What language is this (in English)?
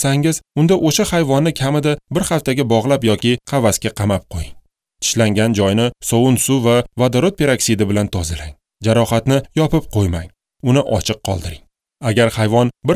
Uzbek